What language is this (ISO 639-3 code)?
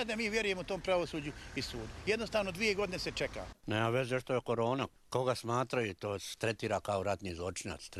hrv